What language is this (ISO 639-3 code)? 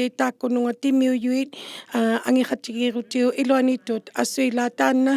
iku